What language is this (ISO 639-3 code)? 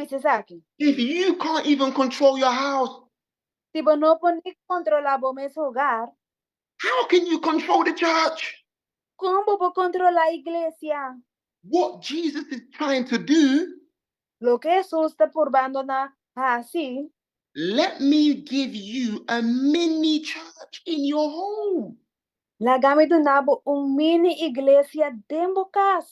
pap